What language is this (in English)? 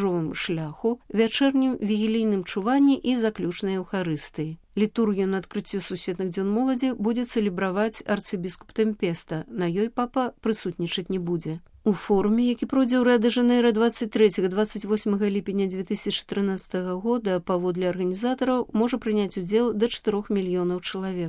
Belarusian